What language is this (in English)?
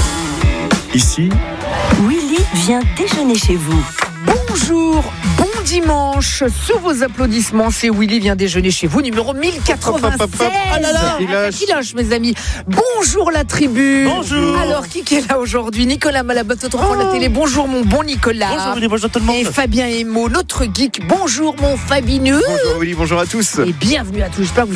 French